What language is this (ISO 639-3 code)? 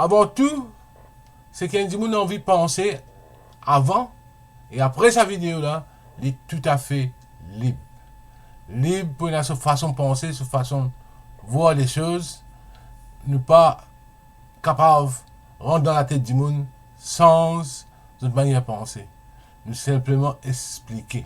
mfe